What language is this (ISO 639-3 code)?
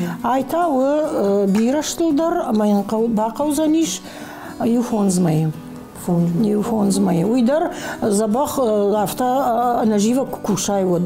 oss